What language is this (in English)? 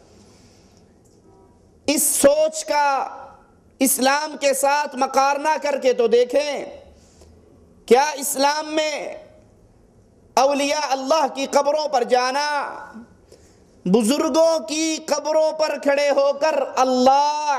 Urdu